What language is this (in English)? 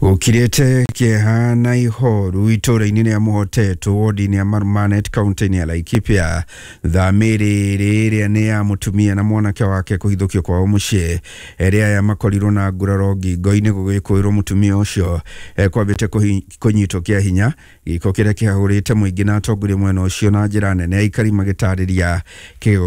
Kikuyu